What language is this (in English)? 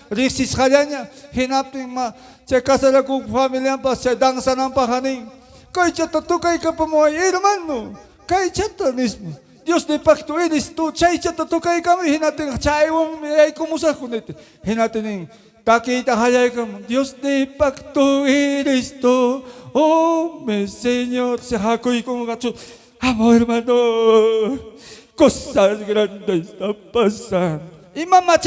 Ayacucho Quechua